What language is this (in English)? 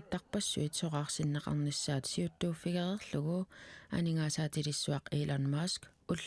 Kalaallisut